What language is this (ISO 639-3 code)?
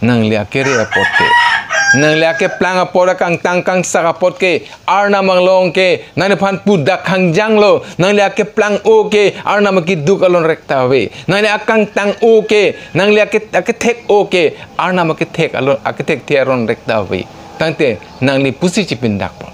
mjw